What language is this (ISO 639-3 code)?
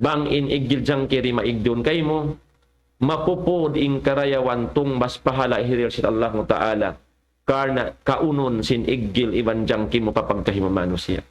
tsg